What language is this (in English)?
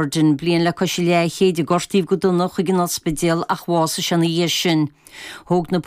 Irish